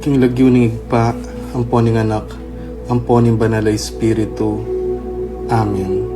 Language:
Pampanga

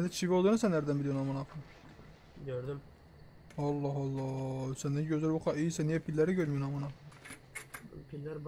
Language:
Turkish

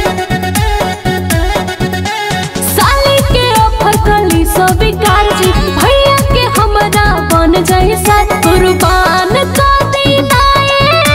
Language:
Bhojpuri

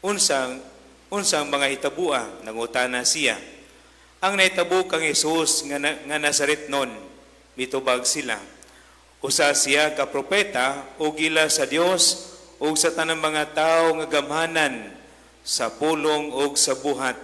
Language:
Cebuano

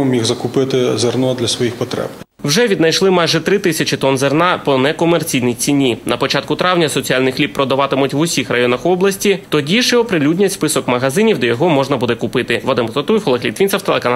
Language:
Ukrainian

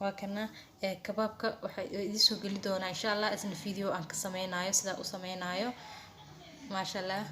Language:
Somali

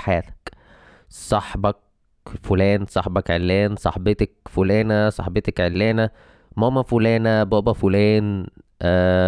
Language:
Egyptian Arabic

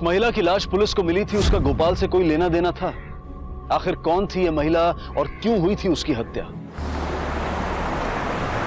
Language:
Hindi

